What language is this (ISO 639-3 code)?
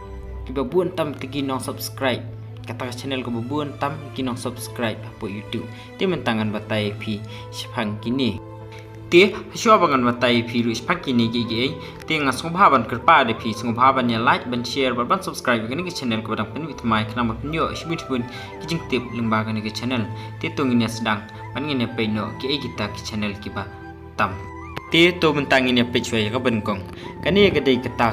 kha